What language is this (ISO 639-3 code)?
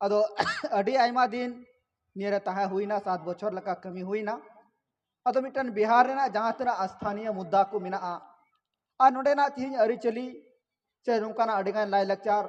sat